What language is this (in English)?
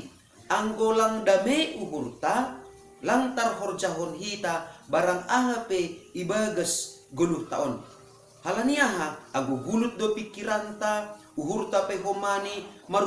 Batak Simalungun